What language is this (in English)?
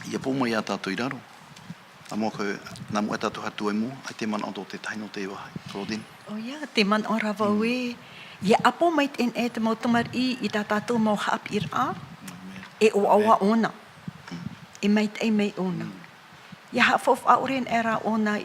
Tahitian